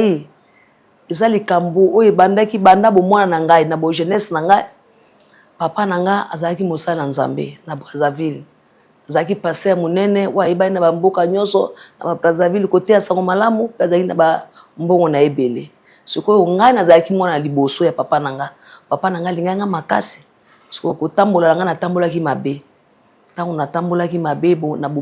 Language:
Lingala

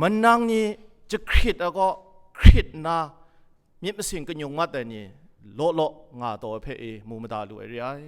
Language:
Kachin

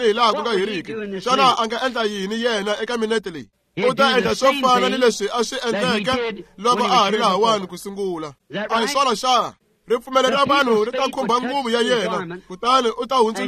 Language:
Tsonga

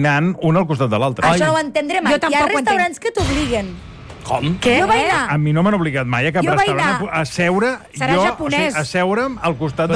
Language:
Catalan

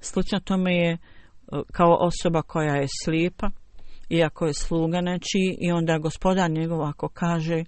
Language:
Bosnian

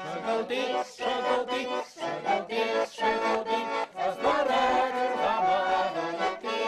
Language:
Chuvash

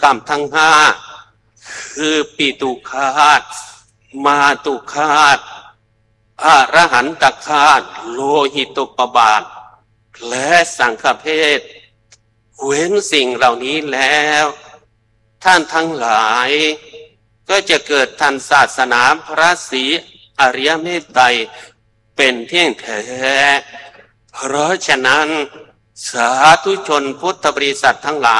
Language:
Thai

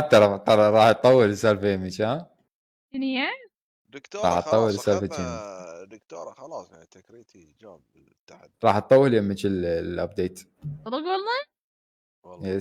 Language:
Mesopotamian Arabic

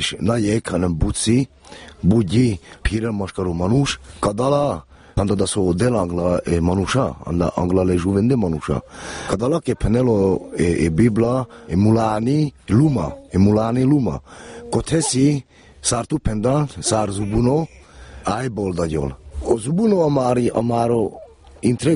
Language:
Hungarian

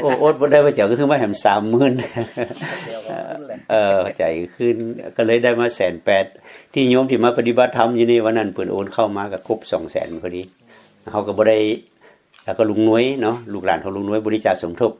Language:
Lao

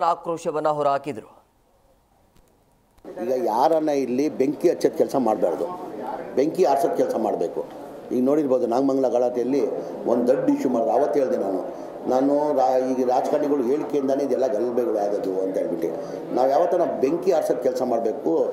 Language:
Kannada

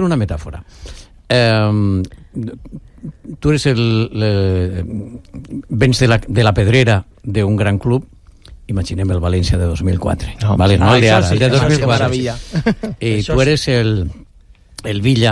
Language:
Catalan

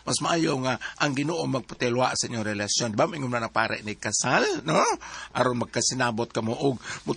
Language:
Cebuano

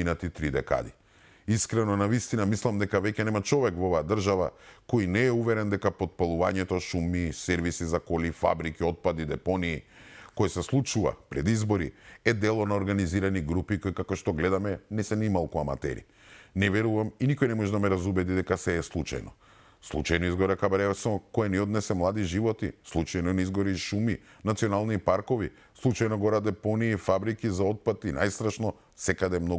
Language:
Macedonian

